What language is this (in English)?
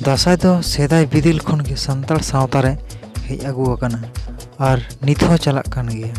Santali